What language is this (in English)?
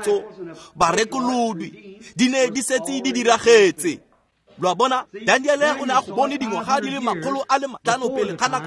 Tswana